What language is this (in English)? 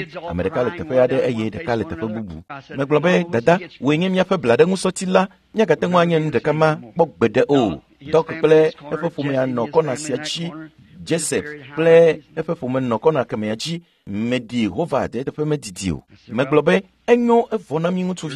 Ewe